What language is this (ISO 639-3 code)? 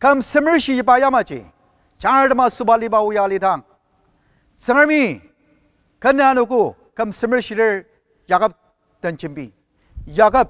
njo